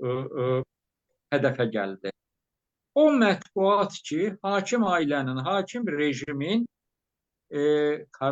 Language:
Azerbaijani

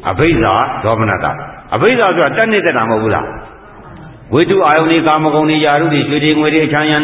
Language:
Burmese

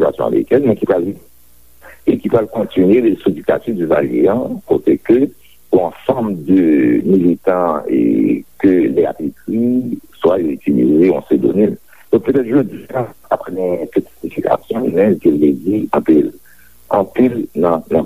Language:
Haitian Creole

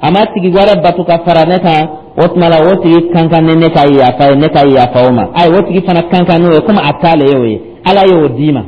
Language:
Dyula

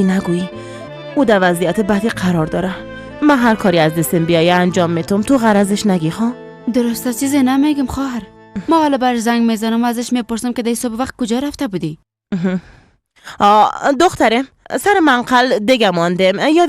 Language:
Persian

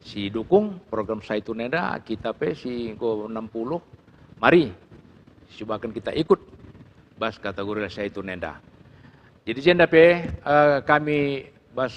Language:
Batak Karo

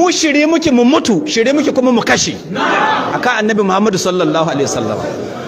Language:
Hausa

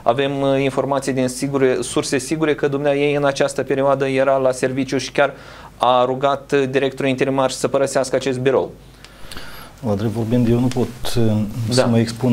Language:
Romanian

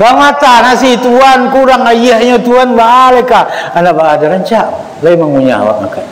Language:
Minangkabau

